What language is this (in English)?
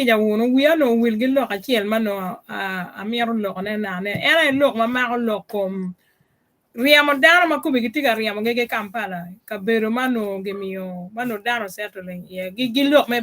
Acoli